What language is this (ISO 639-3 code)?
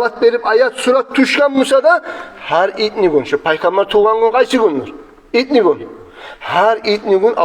kum